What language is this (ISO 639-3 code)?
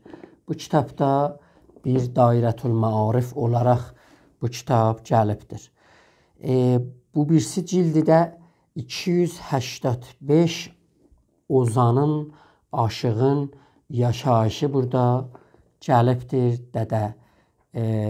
azb